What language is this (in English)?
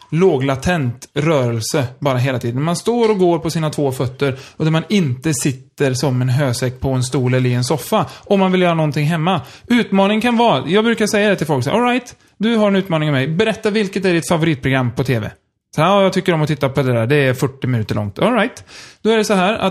Swedish